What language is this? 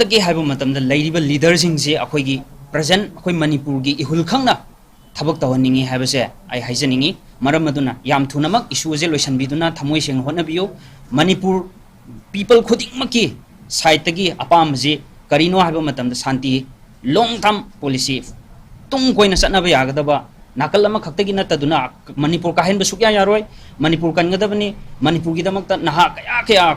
Manipuri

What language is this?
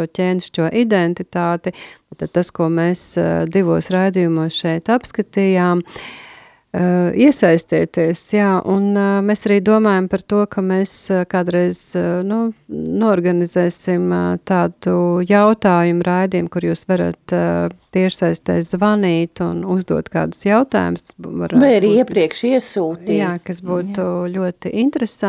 Latvian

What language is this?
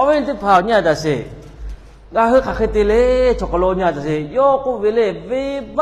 Lahu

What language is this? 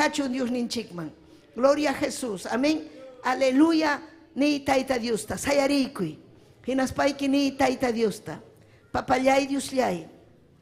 Ayacucho Quechua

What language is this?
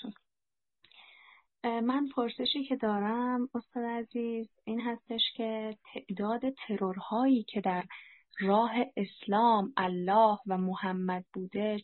Persian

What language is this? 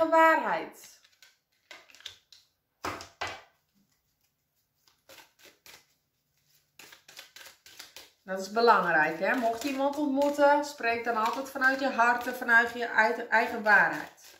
Dutch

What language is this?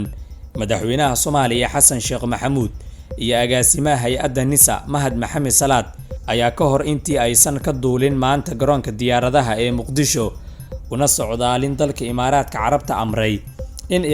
Somali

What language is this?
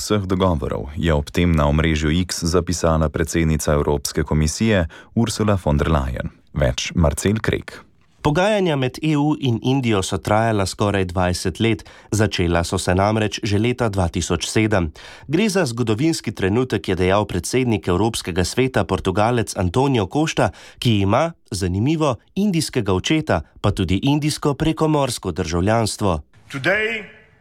Slovenian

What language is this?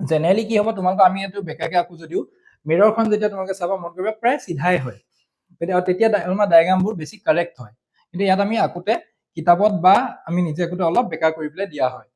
Assamese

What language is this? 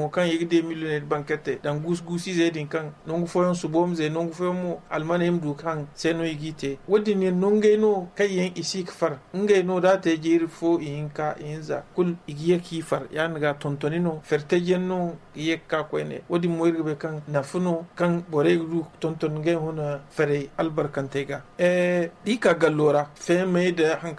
Zarma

